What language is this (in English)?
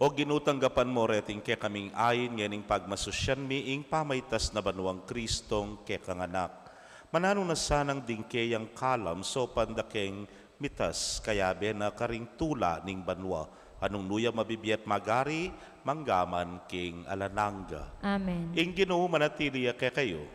Pampanga